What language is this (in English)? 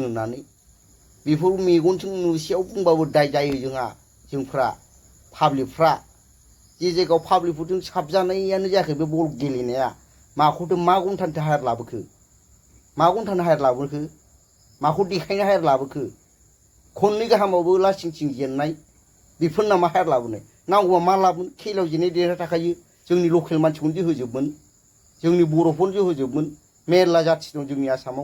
Bodo